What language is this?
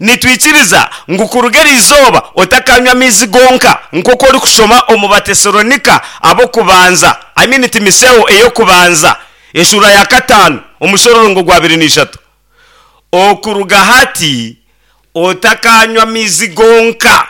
Nyankole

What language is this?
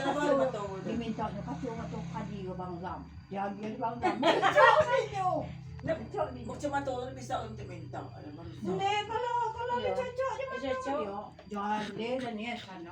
Minangkabau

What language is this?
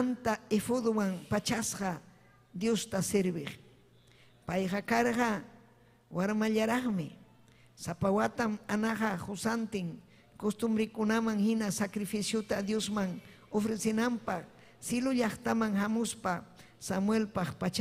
Ayacucho Quechua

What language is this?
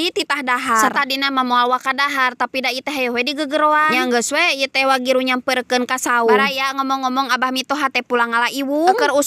Sundanese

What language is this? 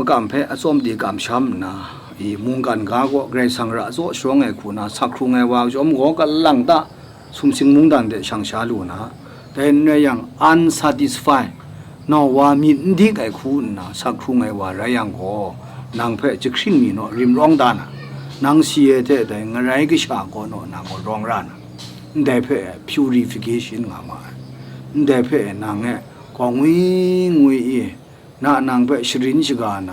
Kachin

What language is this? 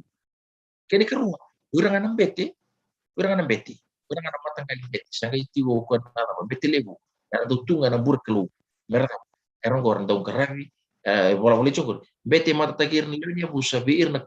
Fijian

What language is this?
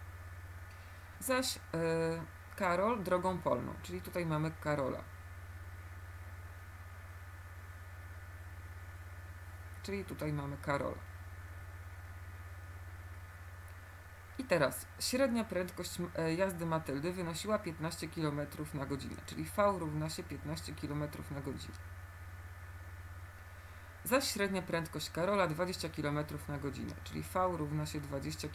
Polish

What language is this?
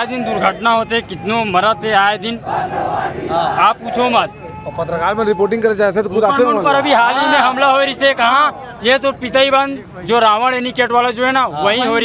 Chhattisgarhi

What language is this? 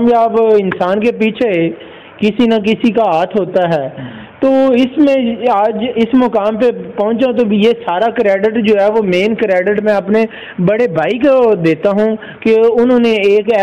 Urdu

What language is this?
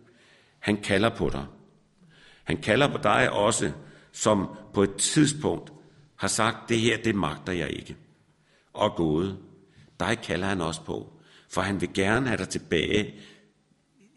Danish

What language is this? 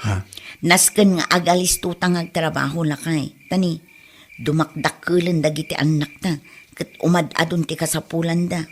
Iloko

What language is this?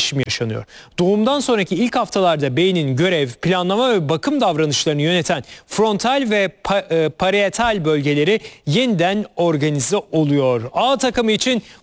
Turkish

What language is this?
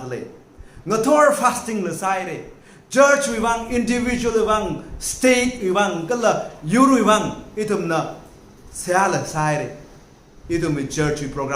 Tangkhul Naga (India)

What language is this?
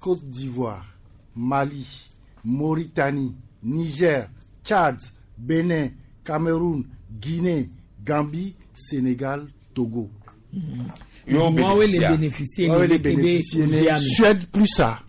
Gen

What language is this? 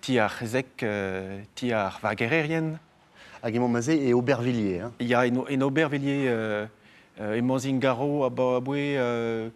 Breton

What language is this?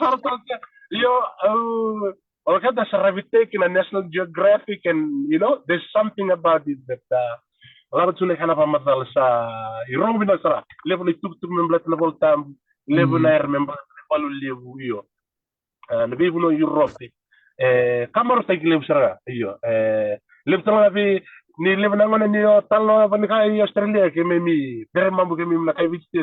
Fijian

